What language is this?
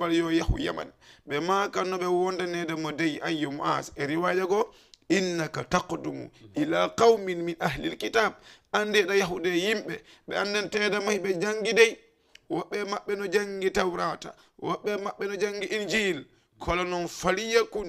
Fula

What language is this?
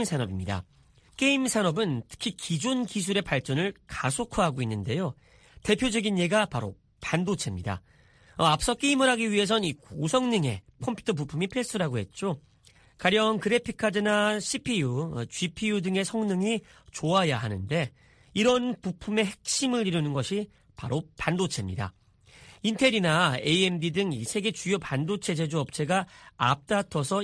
Korean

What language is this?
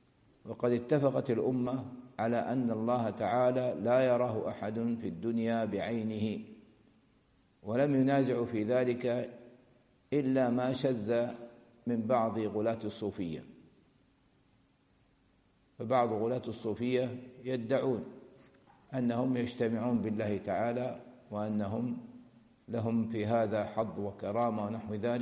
Arabic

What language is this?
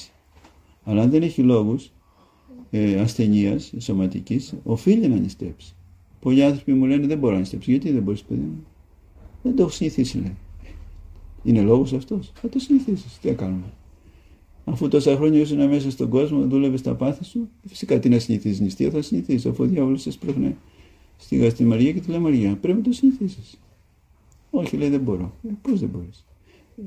Greek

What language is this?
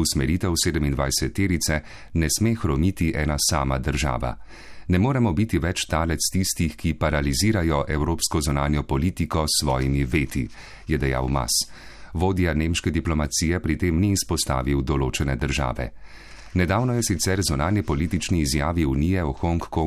Slovenian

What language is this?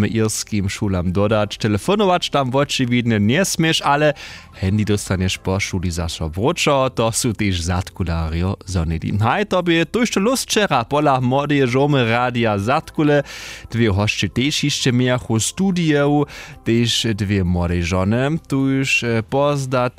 Upper Sorbian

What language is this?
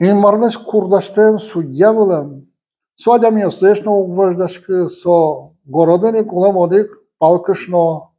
Udmurt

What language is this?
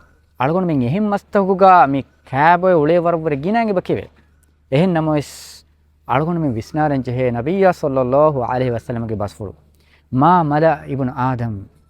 Divehi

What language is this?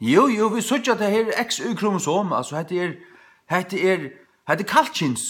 Faroese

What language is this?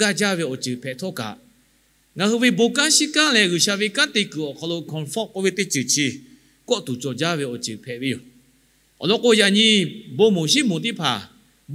Lahu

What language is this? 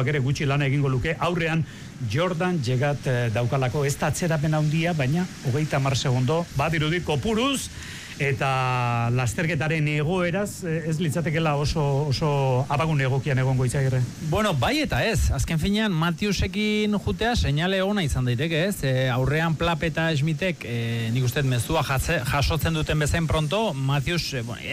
Basque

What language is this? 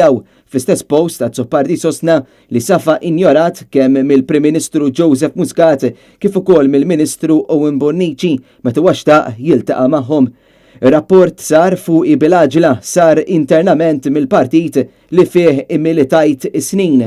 Maltese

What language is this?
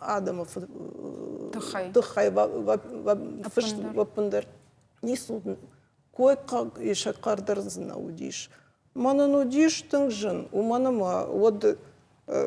Ossetic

